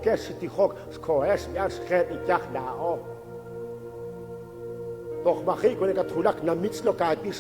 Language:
Kekchí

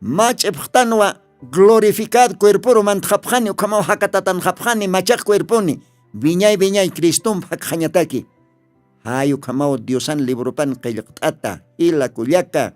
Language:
Aymara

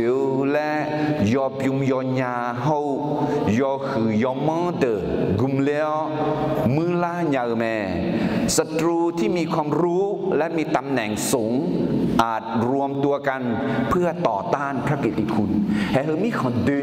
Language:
Akha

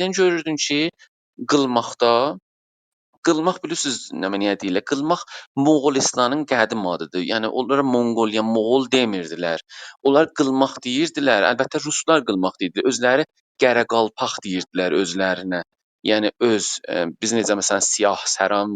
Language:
South Azerbaijani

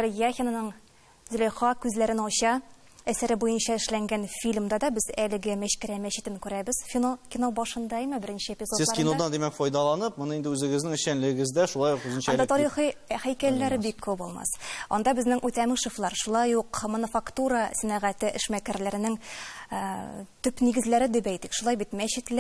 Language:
Tatar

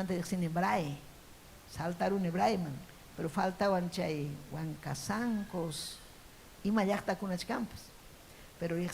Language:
Ayacucho Quechua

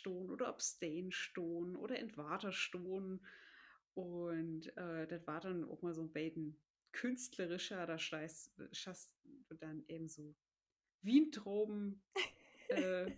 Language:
Low German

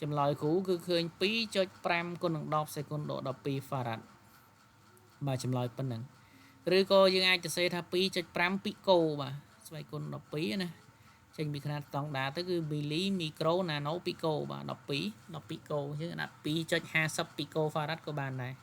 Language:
Khmer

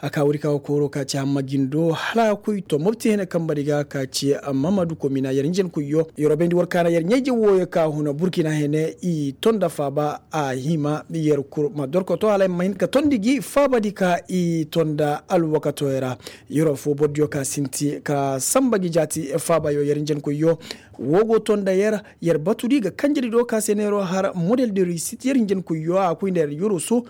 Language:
Koyraboro Senni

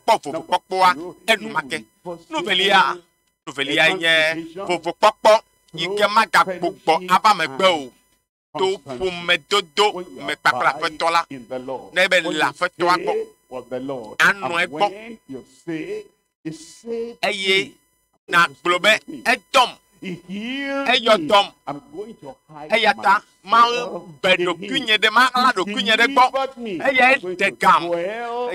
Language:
Ewe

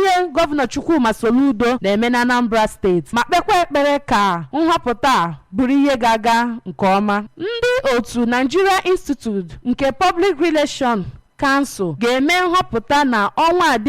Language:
Igbo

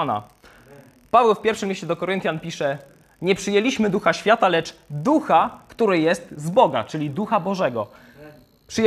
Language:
Polish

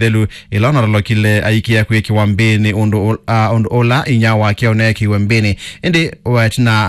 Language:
Kamba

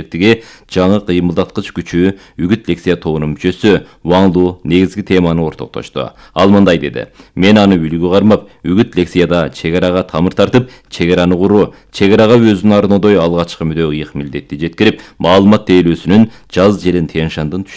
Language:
Kyrgyz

